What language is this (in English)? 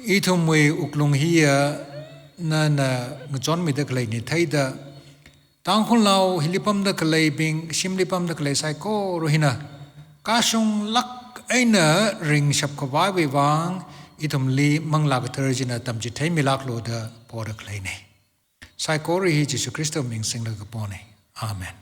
Tangkhul Naga (India)